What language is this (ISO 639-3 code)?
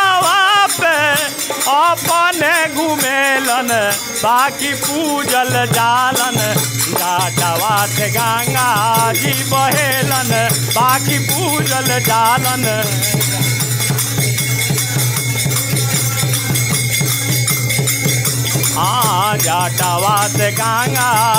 bho